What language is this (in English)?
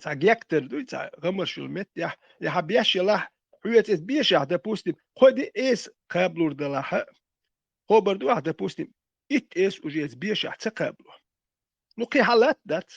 Chechen